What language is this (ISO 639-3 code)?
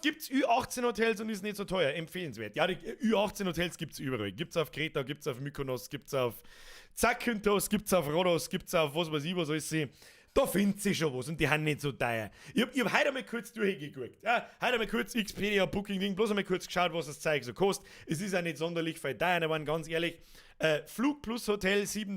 bar